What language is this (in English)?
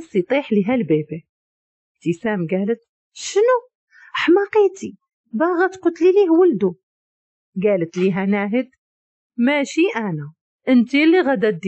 Moroccan Arabic